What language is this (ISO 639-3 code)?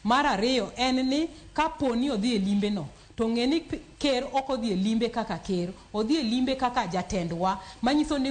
luo